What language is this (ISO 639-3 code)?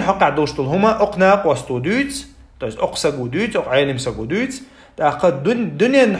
che